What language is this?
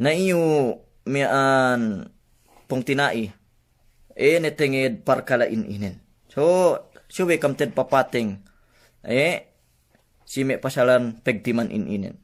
Yakan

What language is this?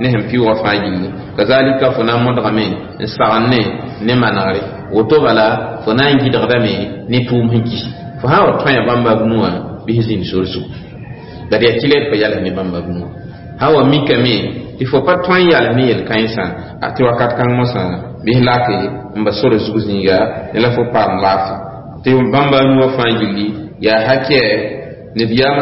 Mossi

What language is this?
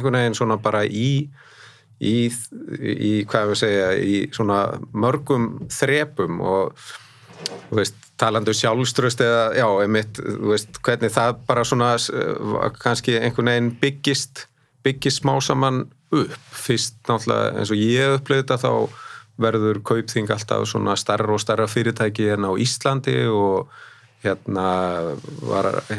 Icelandic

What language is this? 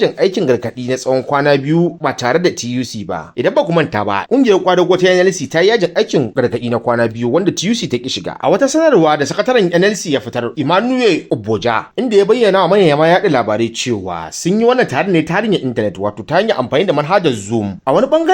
Hausa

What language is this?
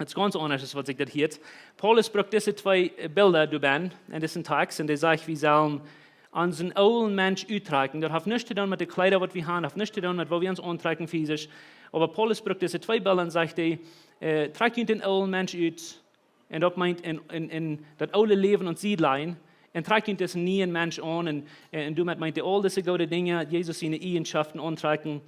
Plautdietsch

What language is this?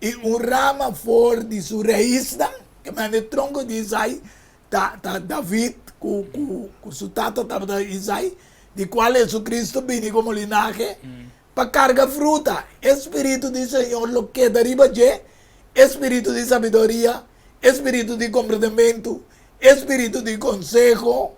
Papiamento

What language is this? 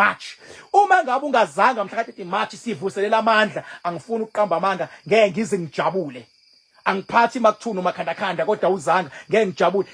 Zulu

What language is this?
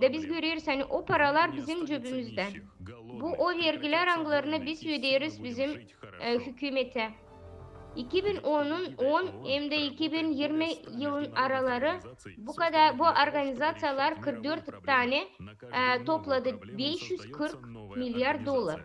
Gagauz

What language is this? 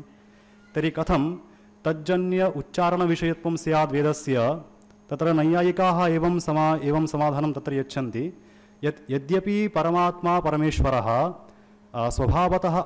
Sanskrit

